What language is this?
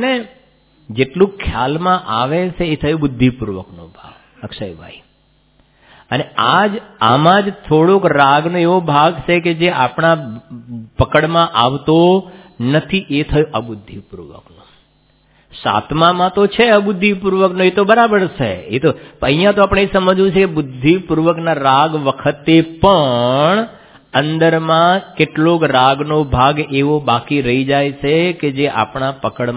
Gujarati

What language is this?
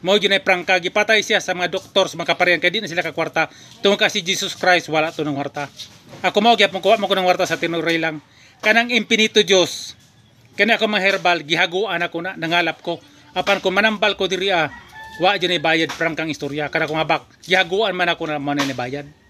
Cebuano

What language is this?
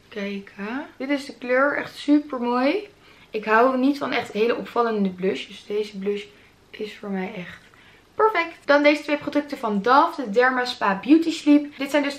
Dutch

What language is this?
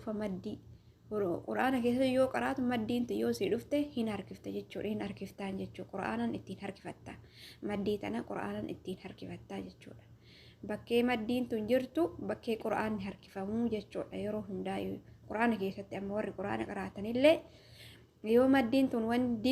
Oromo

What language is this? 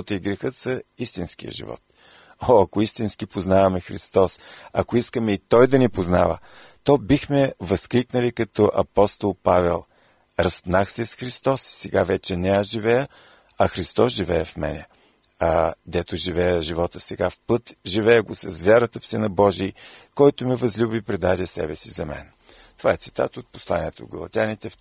Bulgarian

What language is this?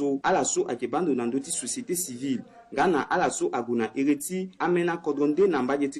Sango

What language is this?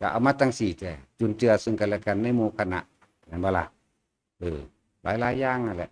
Northeastern Thai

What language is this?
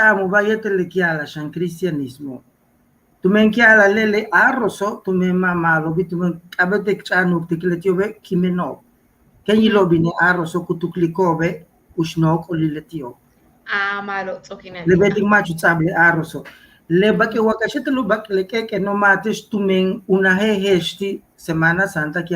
Yucateco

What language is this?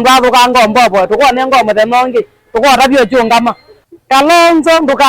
Kamba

